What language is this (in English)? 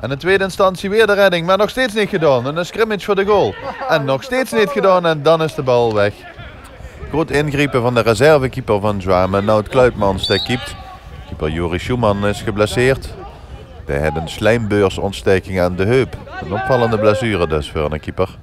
Limburgish